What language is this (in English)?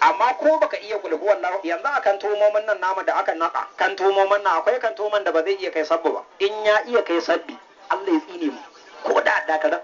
Hausa